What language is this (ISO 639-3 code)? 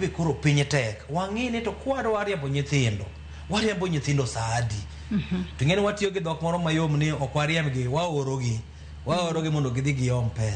luo